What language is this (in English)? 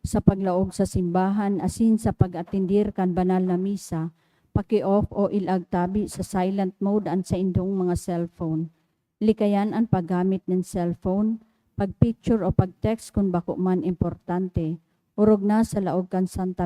Bikol